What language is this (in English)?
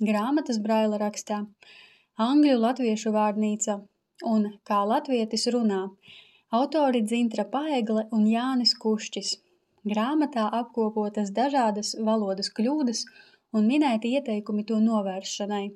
Latvian